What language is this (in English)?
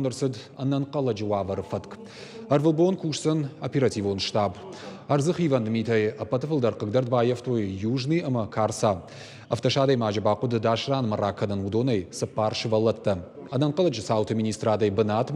Ossetic